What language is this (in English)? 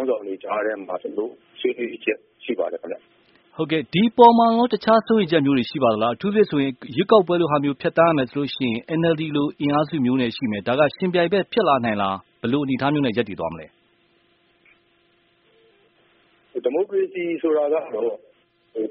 Burmese